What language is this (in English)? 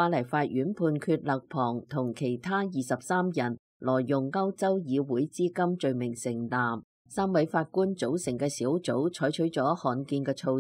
Cantonese